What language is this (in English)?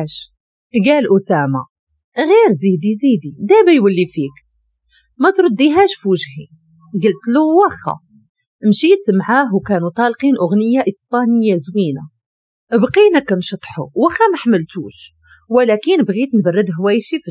Moroccan Arabic